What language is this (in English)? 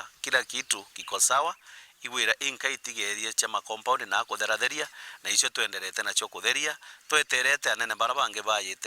Meru